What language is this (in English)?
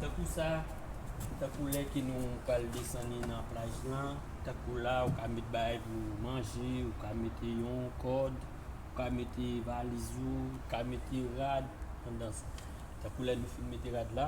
Haitian Creole